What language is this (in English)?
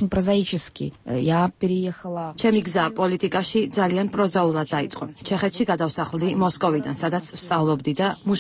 Georgian